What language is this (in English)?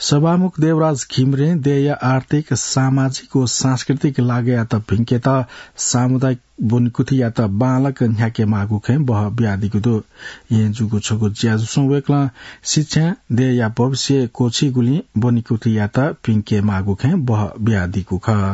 Newari